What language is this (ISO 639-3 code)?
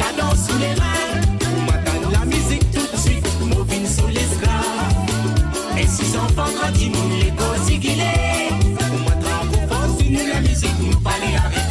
mfe